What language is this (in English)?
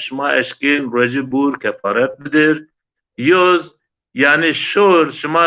Zaza